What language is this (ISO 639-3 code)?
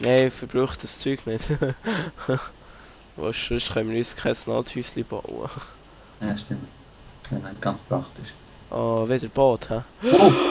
gsw